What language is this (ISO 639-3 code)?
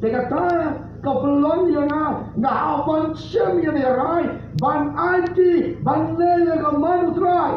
kha